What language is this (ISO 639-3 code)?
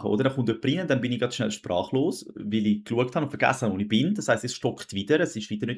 gsw